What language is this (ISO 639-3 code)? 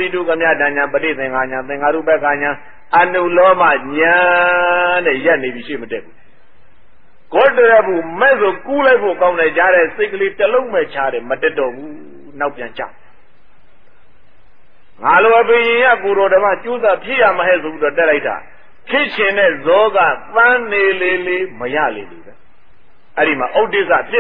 mya